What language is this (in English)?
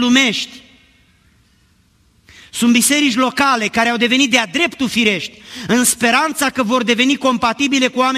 Romanian